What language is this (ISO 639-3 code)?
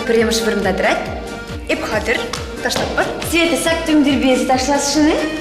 chv